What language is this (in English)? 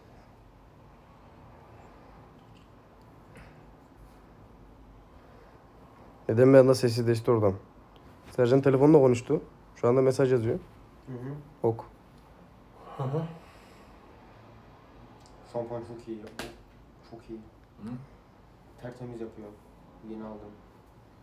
Turkish